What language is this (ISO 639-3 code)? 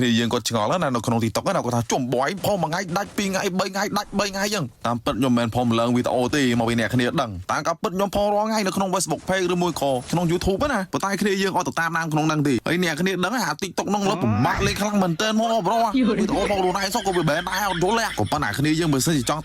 khm